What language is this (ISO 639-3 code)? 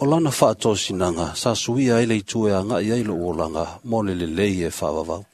smo